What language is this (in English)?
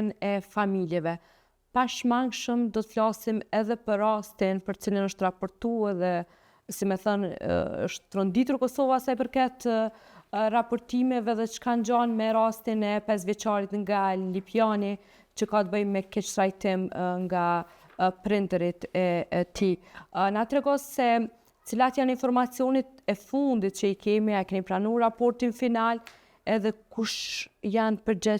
Albanian